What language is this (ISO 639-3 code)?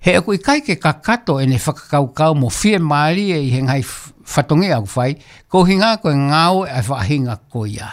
ton